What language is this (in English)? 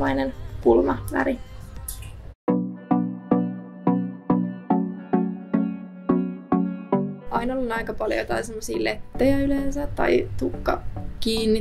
Finnish